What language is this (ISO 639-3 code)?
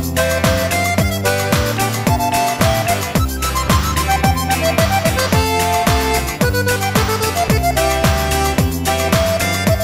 fin